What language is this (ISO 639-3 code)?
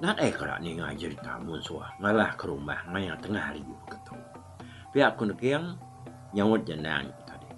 iba